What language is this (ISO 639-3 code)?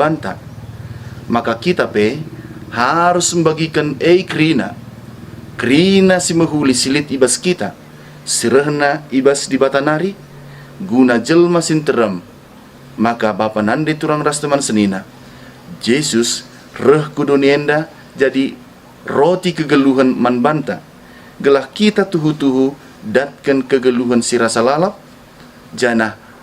btx